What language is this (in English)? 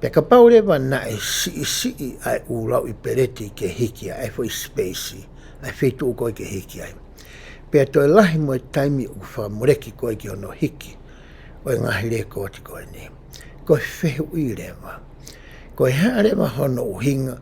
Tongan